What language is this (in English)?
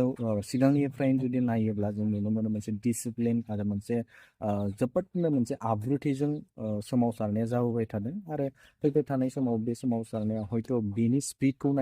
Bodo